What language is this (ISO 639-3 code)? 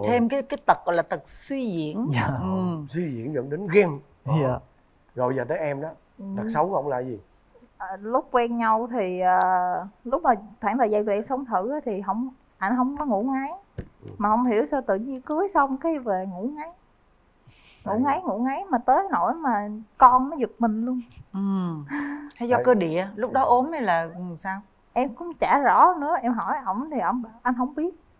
vie